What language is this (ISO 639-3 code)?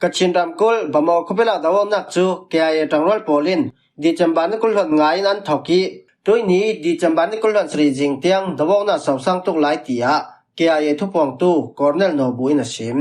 cfm